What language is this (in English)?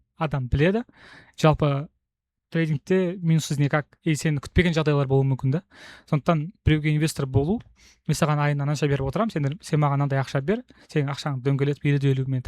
Kazakh